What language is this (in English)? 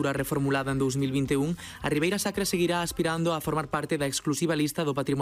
Galician